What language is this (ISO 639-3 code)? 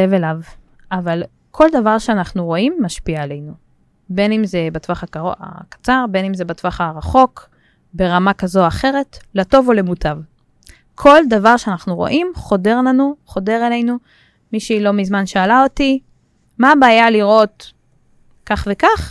heb